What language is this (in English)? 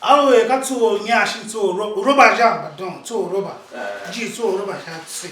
Tiv